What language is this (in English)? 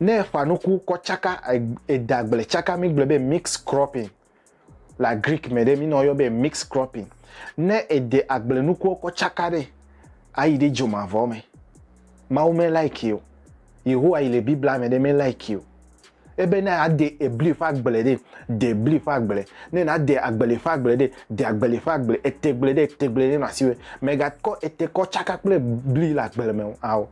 Ewe